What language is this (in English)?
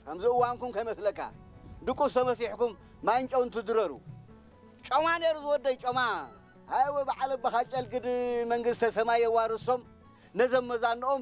Tigrinya